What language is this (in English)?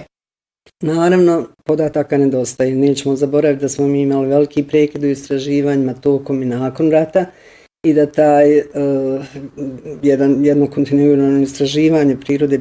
Bosnian